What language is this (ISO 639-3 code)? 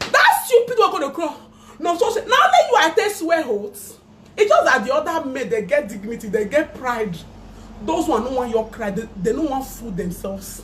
pcm